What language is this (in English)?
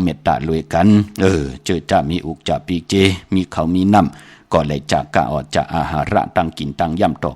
Shan